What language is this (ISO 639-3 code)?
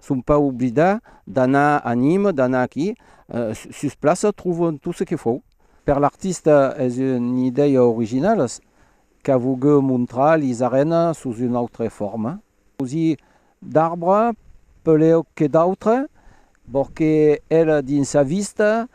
oci